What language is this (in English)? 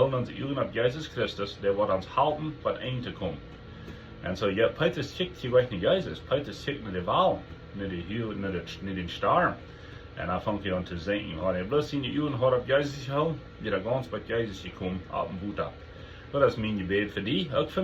Plautdietsch